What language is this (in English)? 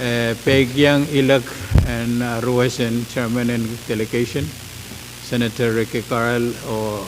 Pohnpeian